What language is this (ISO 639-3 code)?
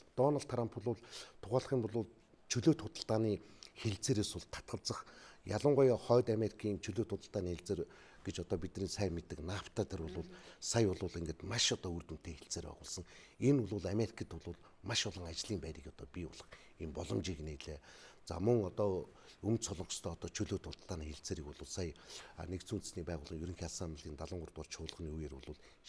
mon